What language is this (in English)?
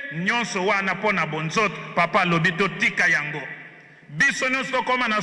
Lingala